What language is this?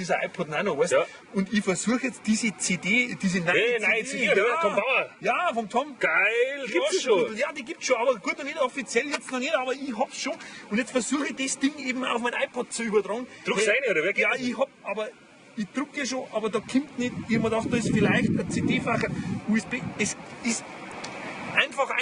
Bavarian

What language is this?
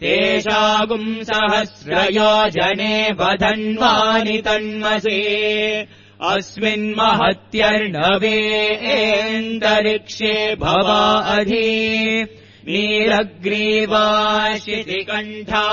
Sanskrit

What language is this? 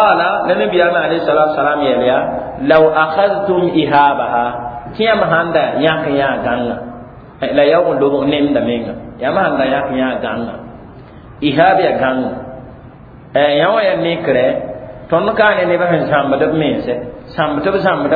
Mossi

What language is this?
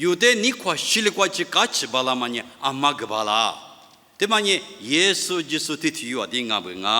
Lisu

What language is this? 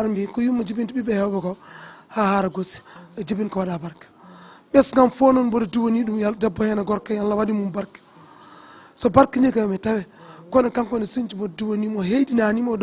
Fula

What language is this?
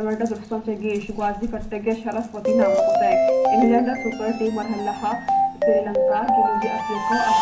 Baluchi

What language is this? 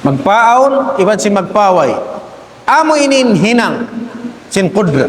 Tausug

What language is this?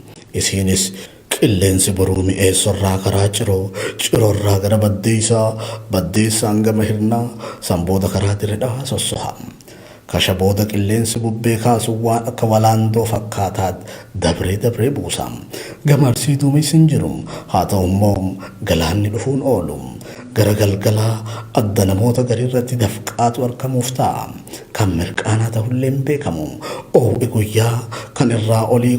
Oromo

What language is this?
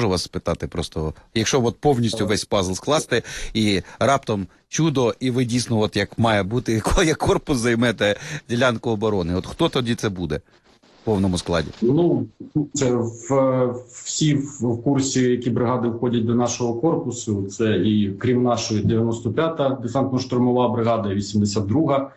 Ukrainian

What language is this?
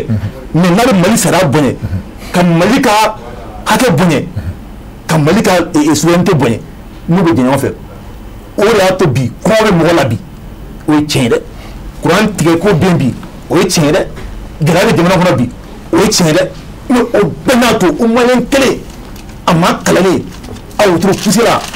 Bambara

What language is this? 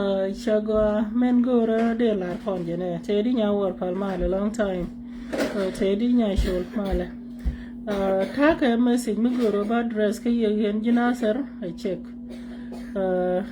Nuer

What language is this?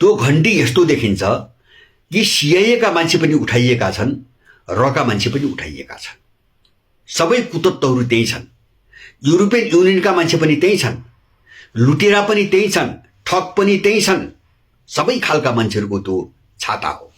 Nepali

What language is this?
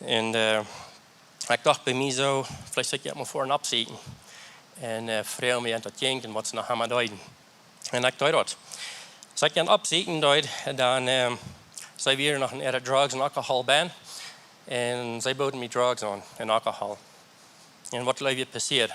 Plautdietsch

